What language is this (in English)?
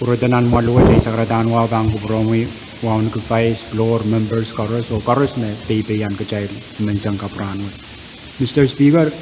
Pohnpeian